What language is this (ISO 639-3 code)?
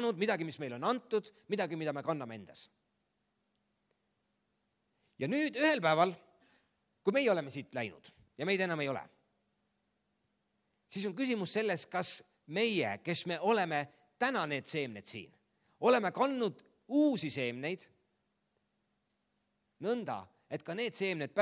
est